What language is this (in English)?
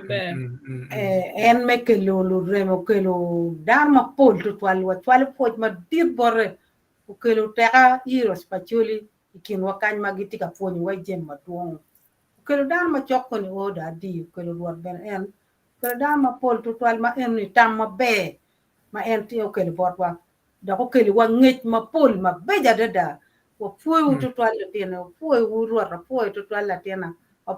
Acoli